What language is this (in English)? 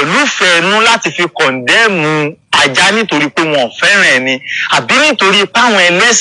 Yoruba